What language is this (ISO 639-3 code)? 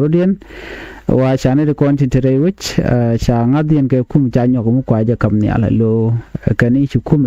nus